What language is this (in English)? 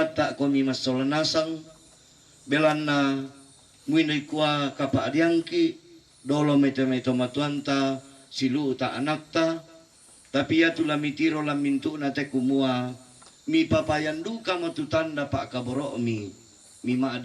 Toraja-Sa'dan